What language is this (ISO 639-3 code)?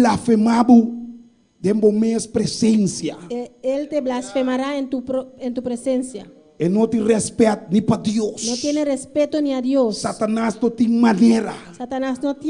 pap